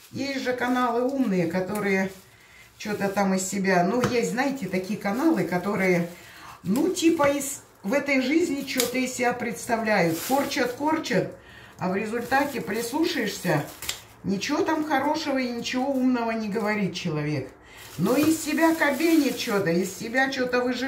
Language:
Russian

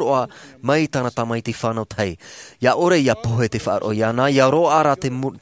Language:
Tahitian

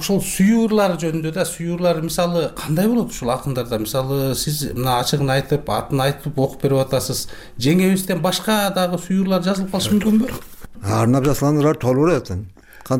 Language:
Kyrgyz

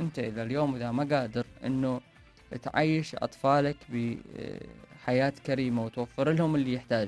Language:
Mesopotamian Arabic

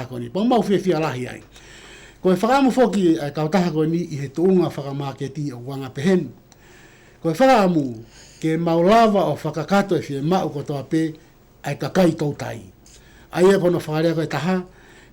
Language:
Tongan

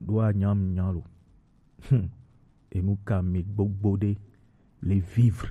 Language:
Gen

